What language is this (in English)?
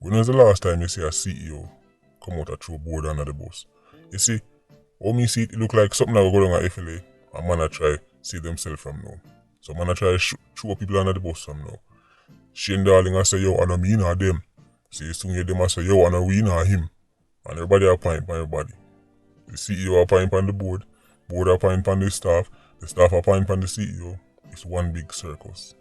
Jamaican Creole English